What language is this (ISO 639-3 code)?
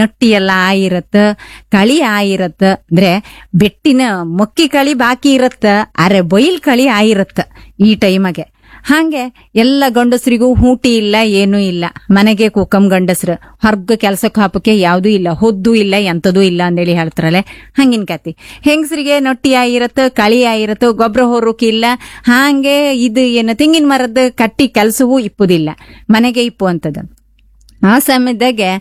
kan